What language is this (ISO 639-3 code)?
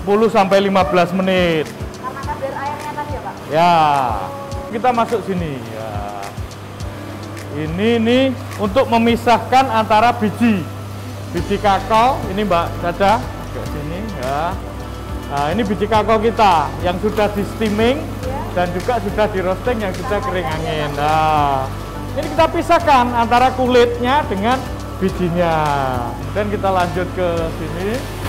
ind